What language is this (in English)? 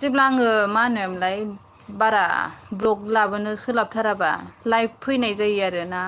Bodo